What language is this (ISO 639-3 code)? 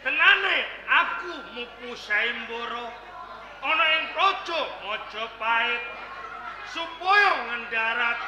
jav